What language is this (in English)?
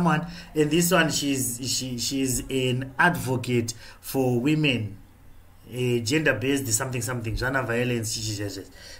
Shona